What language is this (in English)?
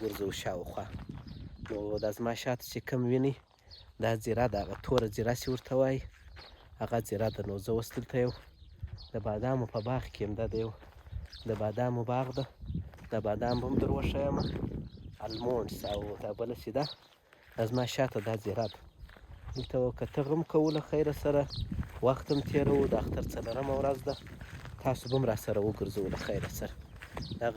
Pashto